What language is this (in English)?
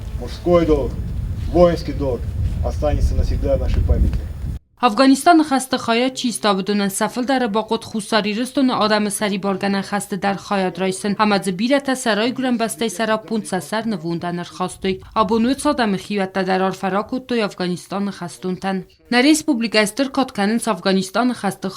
Ossetic